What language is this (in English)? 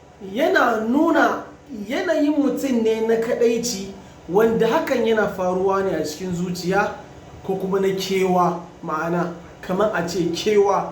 Hausa